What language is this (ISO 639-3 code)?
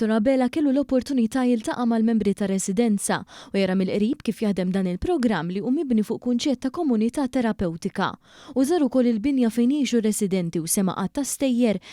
mlt